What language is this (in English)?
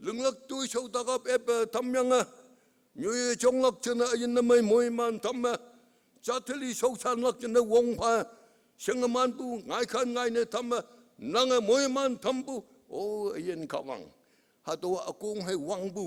Konyak Naga